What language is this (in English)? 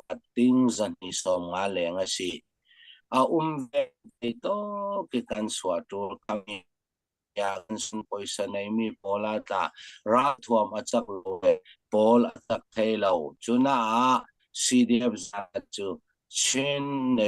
Falam Chin